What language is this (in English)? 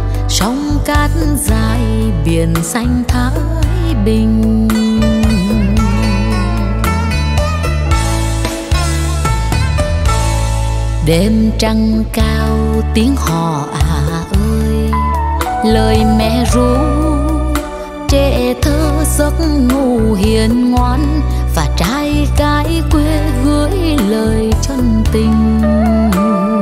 Vietnamese